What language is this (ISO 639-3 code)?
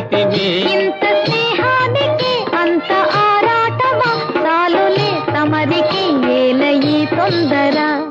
tel